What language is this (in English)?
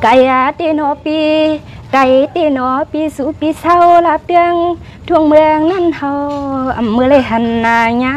Shan